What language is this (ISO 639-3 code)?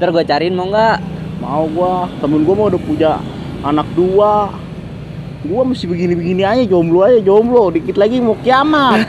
bew